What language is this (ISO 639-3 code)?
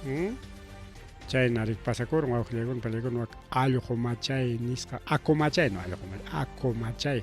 quy